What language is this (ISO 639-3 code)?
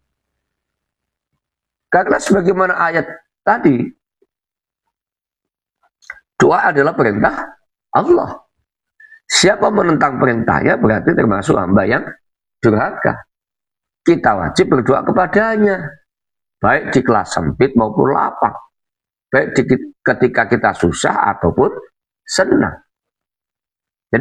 ind